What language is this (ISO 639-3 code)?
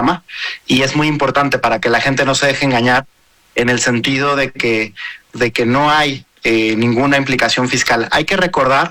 spa